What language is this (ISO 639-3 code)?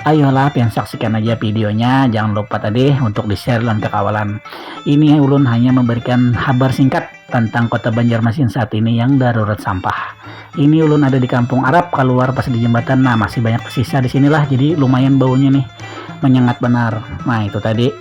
bjn